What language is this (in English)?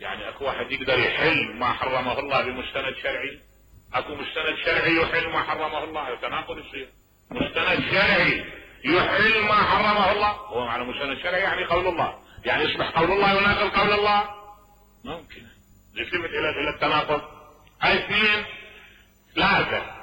Mesopotamian Arabic